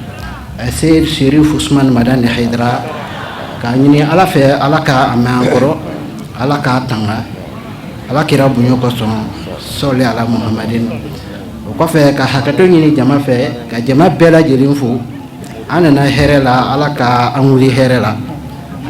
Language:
Bambara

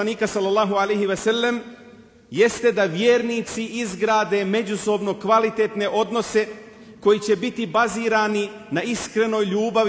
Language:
Bosnian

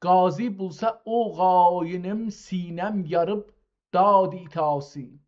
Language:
South Azerbaijani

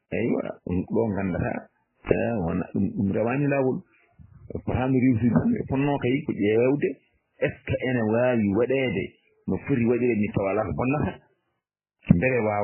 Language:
Fula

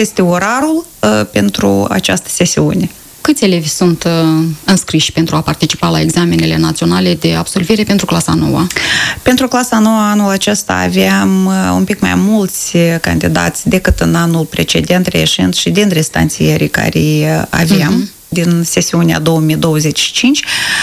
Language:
Romanian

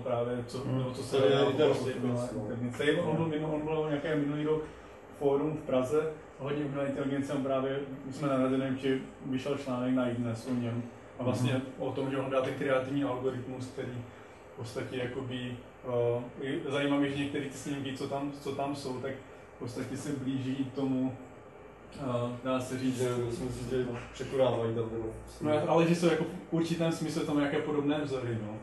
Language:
Czech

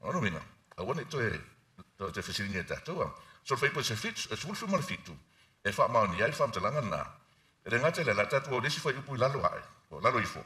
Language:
Samoan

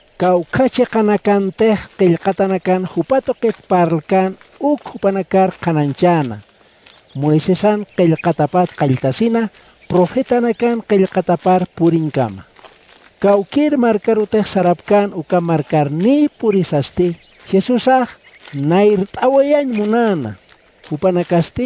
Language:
Aymara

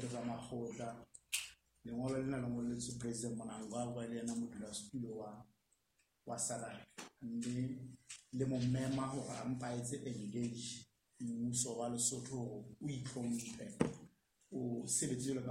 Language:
Southern Sotho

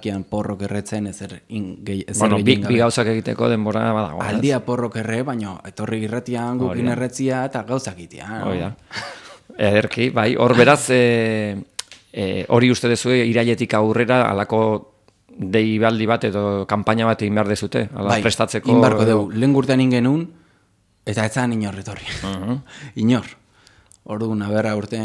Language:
Basque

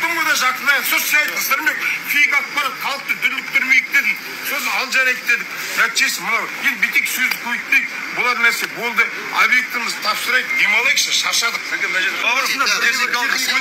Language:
Kazakh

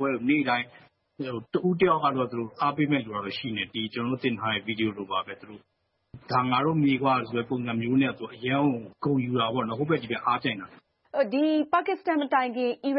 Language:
Burmese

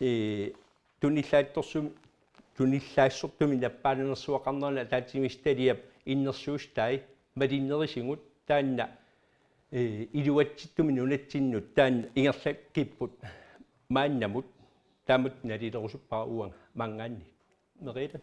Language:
Kalaallisut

